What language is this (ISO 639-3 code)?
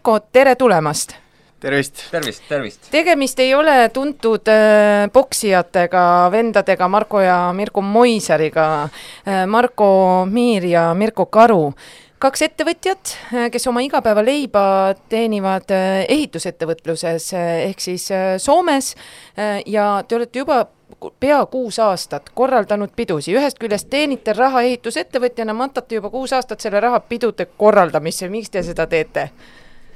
est